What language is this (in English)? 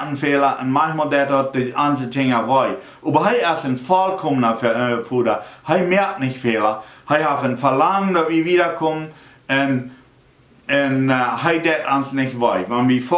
Plautdietsch